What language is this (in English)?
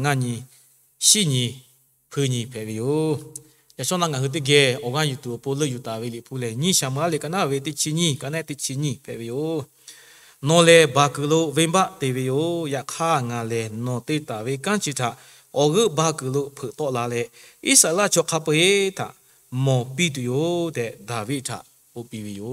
Lahu